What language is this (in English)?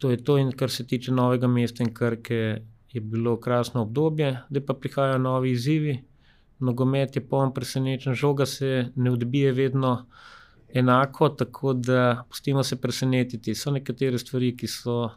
Slovenian